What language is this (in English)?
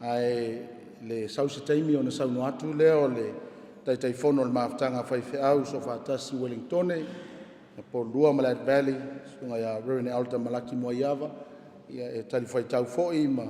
Samoan